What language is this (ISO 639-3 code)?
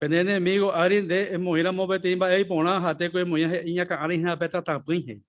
grn